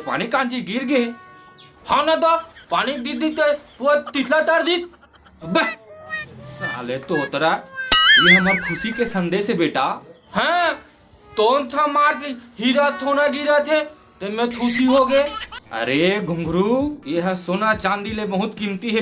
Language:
Chhattisgarhi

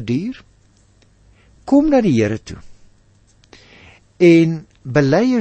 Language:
Afrikaans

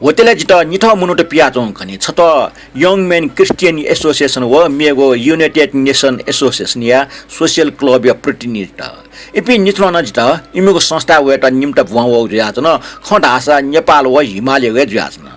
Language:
Newari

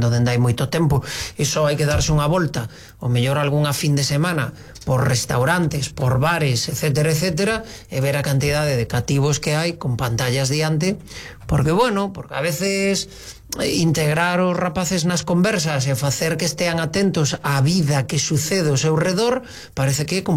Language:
Galician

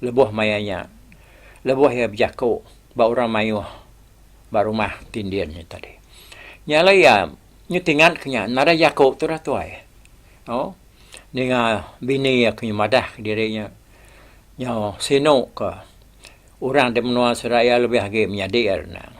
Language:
Iban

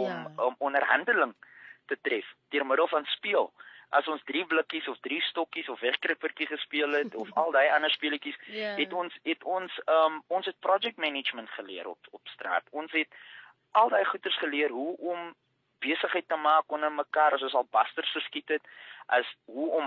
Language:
Afrikaans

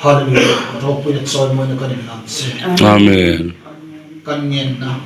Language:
Hmar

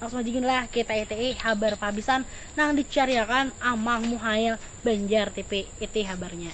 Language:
Banjar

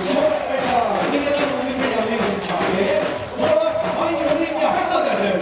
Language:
Faroese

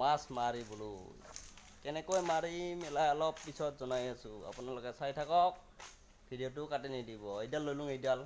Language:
Assamese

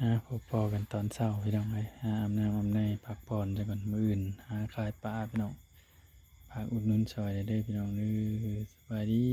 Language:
Northeastern Thai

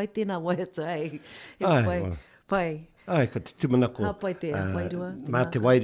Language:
Māori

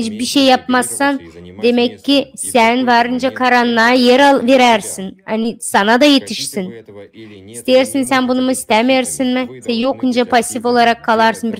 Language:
Gagauz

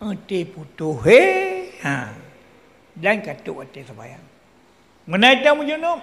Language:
Achinese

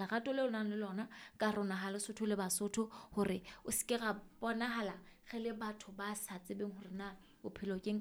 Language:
Southern Sotho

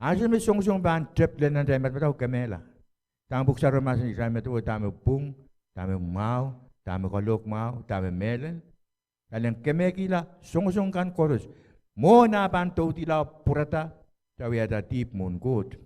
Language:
Pohnpeian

